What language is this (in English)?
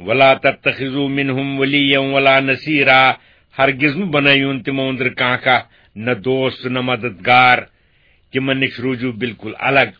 Kashmiri